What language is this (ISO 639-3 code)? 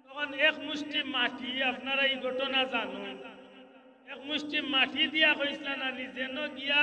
syl